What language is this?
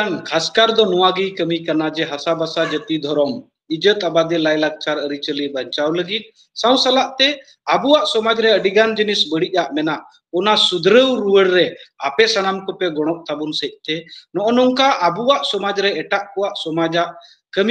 Santali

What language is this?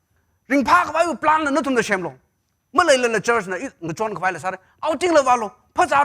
Tangkhul Naga (India)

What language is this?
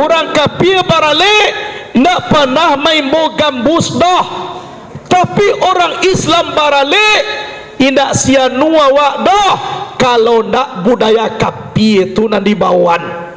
Minangkabau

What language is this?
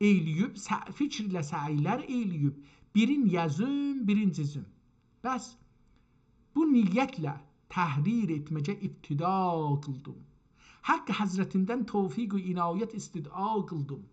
South Azerbaijani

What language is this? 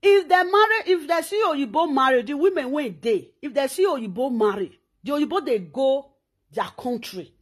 Nigerian Pidgin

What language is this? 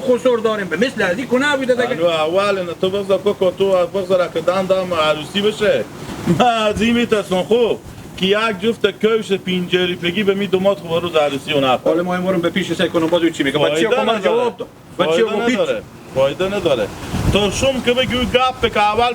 Hazaragi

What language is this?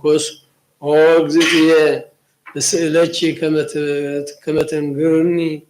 Geez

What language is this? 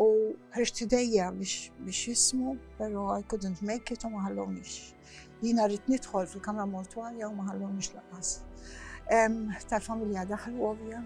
Maltese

